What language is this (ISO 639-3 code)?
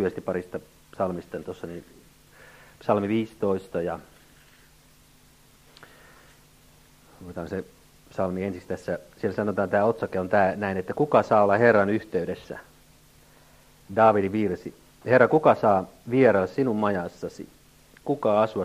fin